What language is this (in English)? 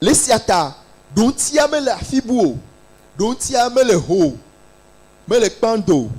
Ewe